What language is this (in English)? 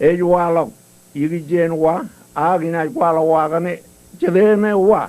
Marshallese